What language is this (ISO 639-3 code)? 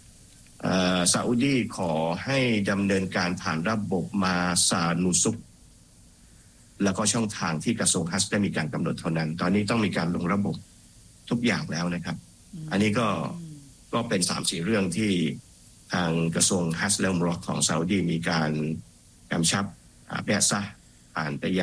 tha